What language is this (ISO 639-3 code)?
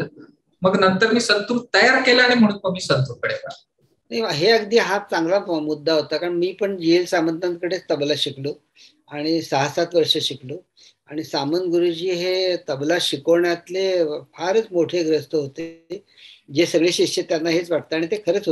mar